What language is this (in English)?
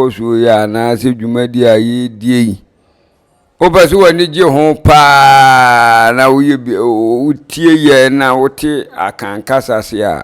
Akan